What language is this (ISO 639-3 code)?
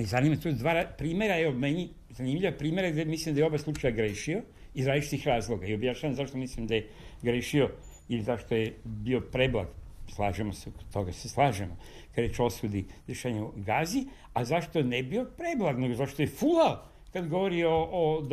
srp